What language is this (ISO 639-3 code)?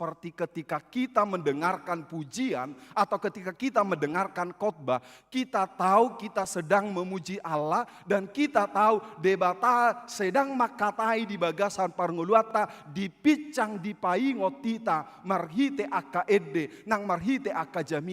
bbc